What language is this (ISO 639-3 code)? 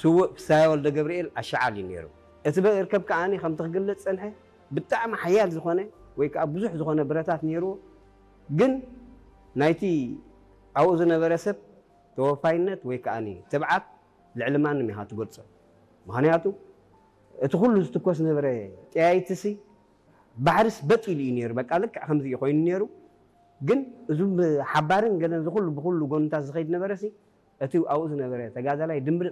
tir